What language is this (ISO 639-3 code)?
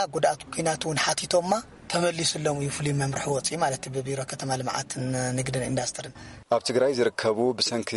tir